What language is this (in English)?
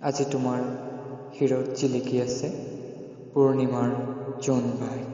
Assamese